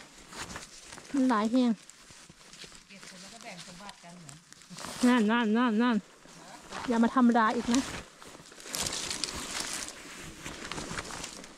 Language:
Thai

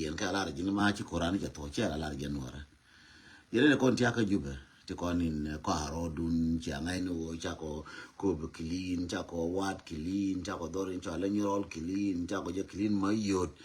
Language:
Nuer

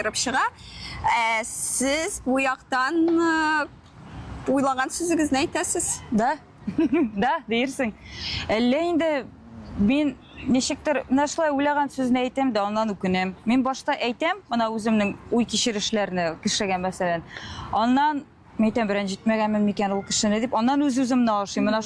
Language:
Tatar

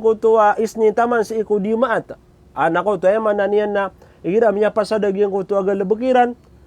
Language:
Maranao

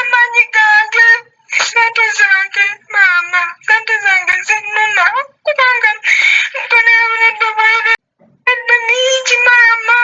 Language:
Ganda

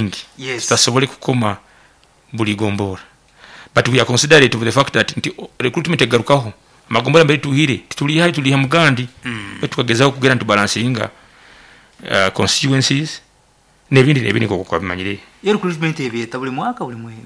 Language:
Nyoro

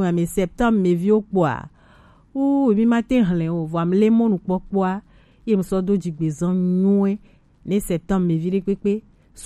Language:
Gen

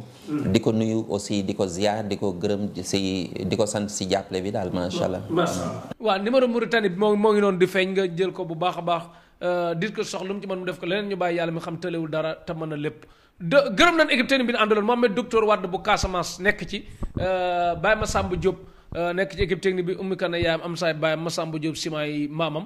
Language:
Wolof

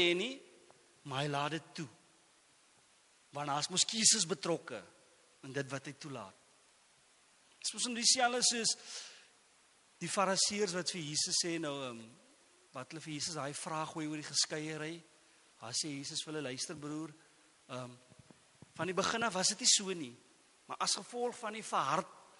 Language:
Afrikaans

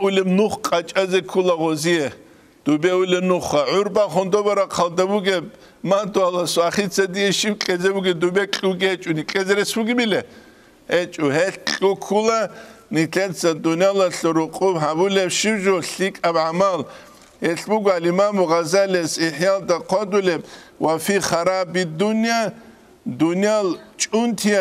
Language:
Avaric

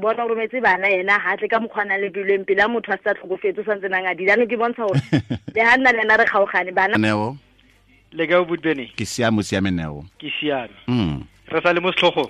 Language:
Tswana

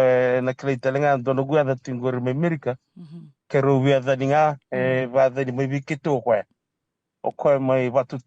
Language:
Fijian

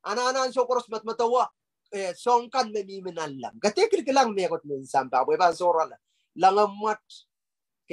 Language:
Pohnpeian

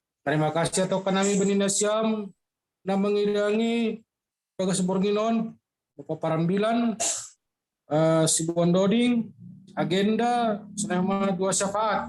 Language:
Batak Simalungun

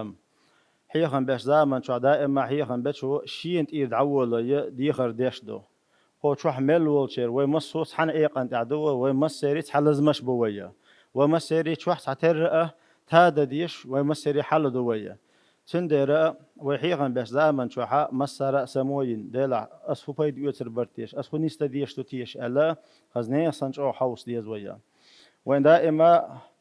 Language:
Chechen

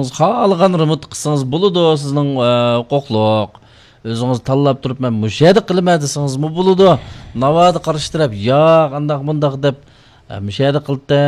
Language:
Uyghur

